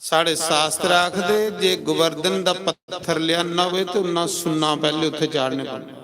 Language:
Dogri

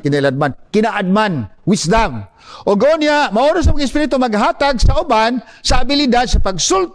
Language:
Cebuano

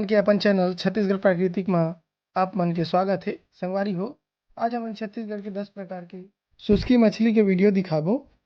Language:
Chhattisgarhi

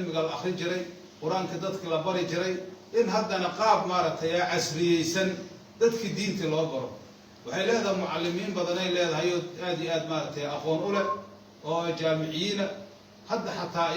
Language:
Somali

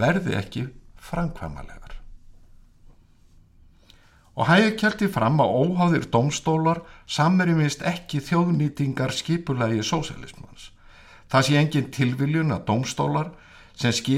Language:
Icelandic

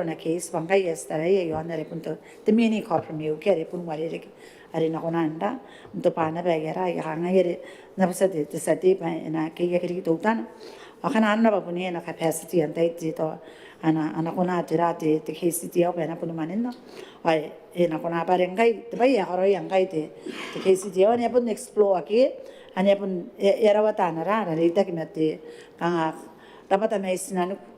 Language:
Gilbertese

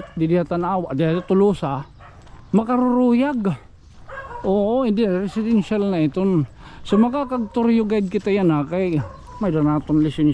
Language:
Waray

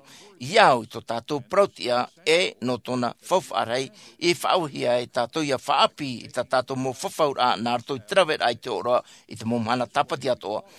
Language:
Tahitian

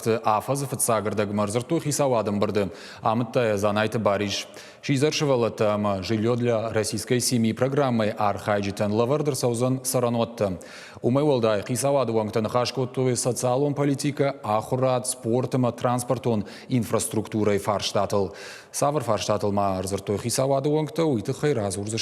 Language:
Ossetic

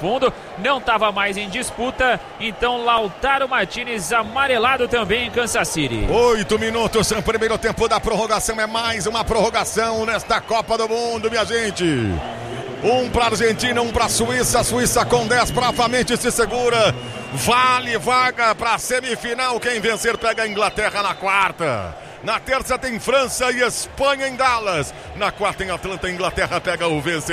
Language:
Portuguese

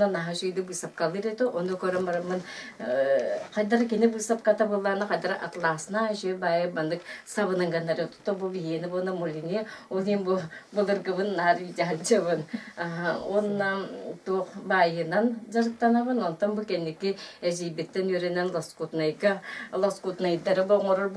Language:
Yakut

